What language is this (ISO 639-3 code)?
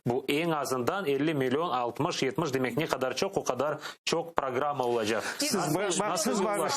crh